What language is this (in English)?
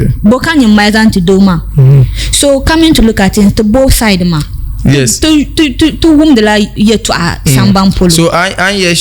Dagbani